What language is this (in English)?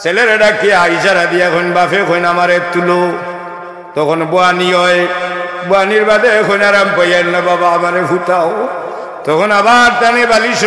Sylheti